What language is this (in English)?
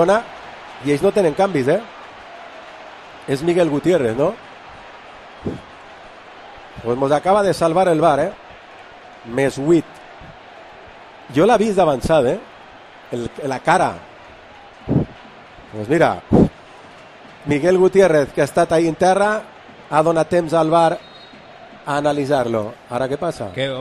Catalan